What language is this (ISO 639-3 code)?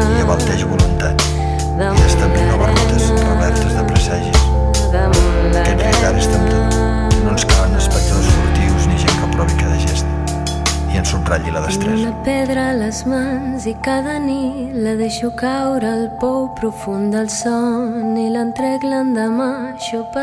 cat